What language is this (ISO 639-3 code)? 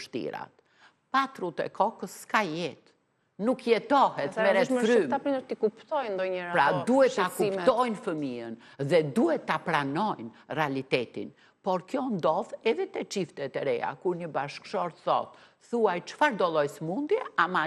sqi